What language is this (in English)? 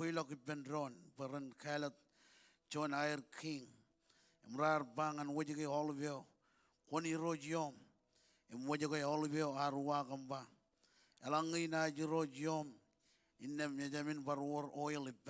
Marshallese